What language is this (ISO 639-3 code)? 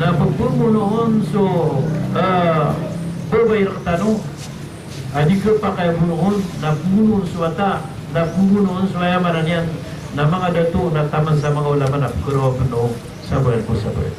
mrw